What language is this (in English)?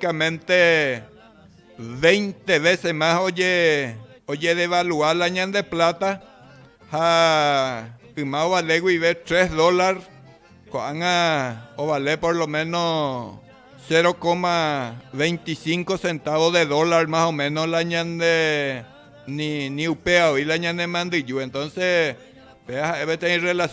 Guarani